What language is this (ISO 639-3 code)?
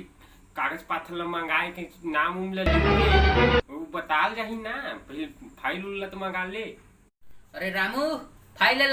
hne